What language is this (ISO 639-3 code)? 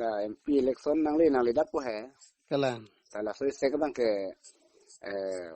mjw